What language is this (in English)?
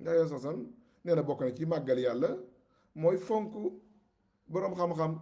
Wolof